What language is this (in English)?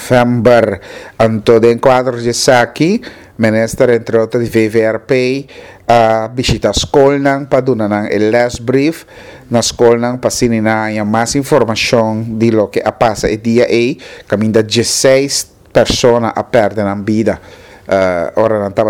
Papiamento